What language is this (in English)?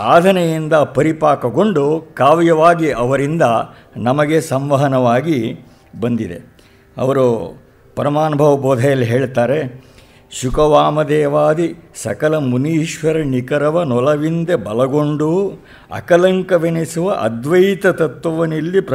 Kannada